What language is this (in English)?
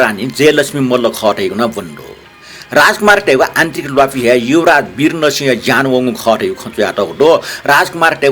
Newari